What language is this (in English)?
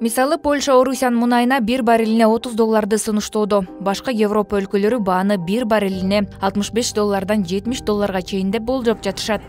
Kyrgyz